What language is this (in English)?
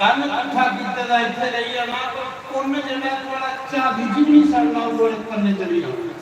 Dogri